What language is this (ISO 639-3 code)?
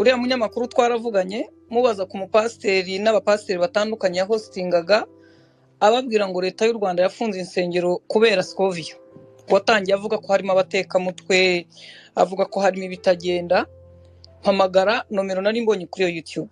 kin